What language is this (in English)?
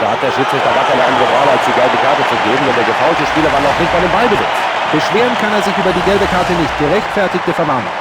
Bavarian